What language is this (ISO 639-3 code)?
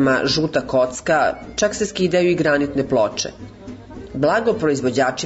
srp